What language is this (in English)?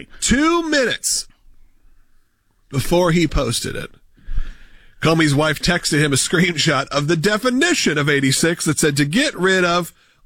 English